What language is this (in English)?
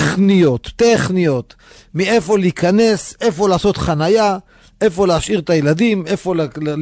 Hebrew